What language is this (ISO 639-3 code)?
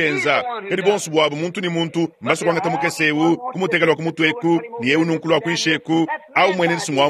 lua